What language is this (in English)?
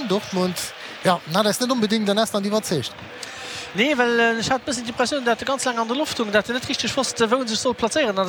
Luxembourgish